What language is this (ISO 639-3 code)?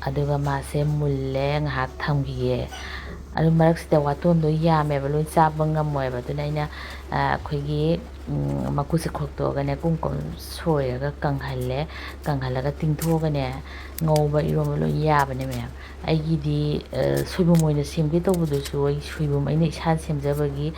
mni